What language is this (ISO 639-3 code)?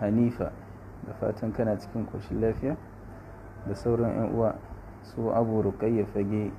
hau